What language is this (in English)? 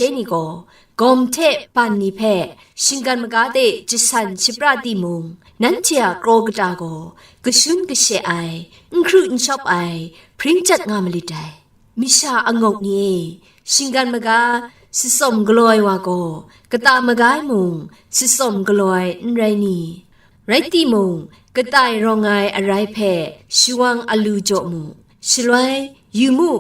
Kachin